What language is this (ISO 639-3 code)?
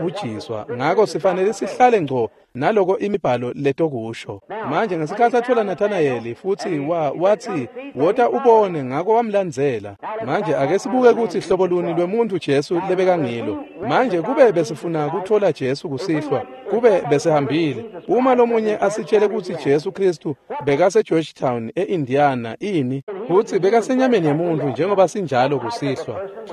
ssw